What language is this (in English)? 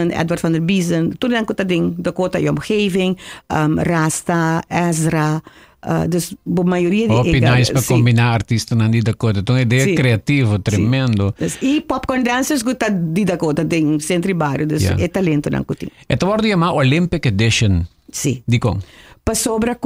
Papiamento